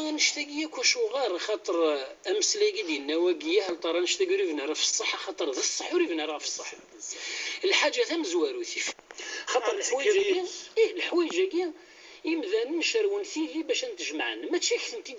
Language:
Kabyle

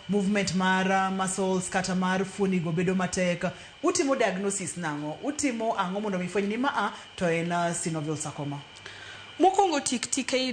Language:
Luo (Kenya and Tanzania)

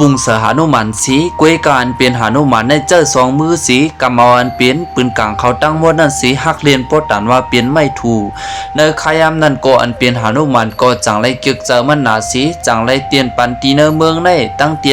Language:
Shan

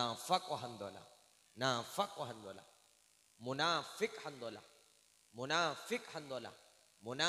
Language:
Madurese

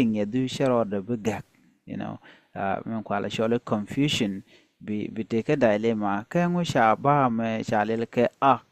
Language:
Nuer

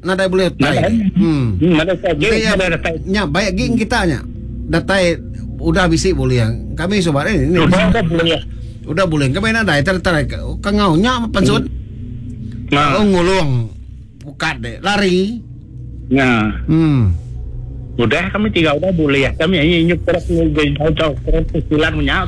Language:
Iban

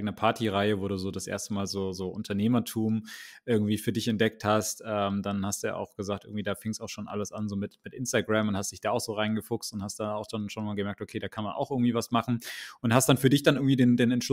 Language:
German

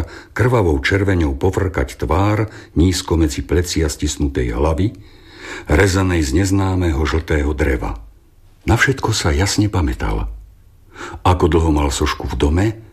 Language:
Slovak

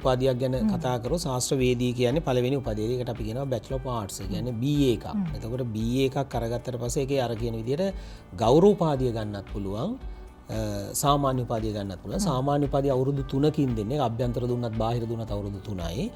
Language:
Sinhala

